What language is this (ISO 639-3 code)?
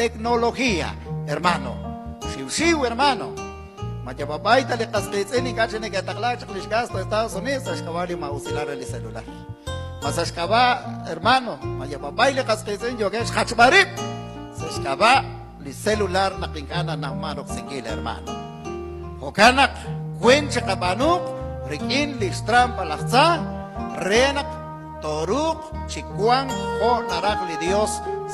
kek